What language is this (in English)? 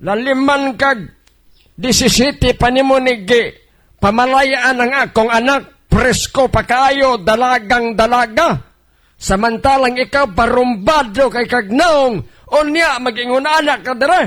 Cebuano